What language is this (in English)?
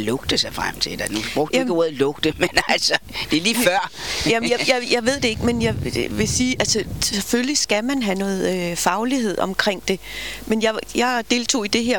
Danish